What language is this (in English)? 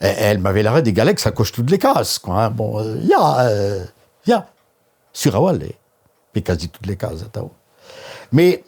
Breton